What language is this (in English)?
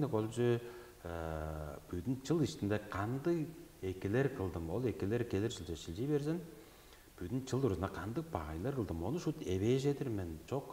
Tuvinian